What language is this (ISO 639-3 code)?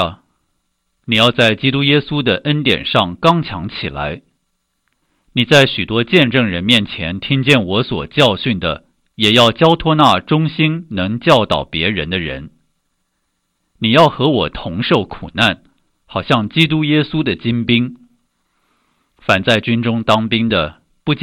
zho